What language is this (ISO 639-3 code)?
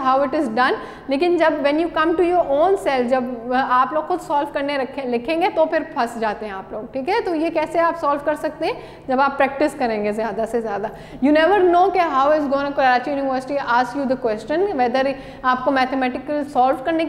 hin